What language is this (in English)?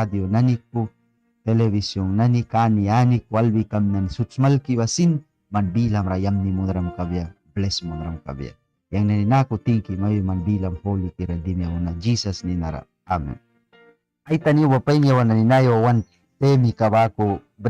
Mískito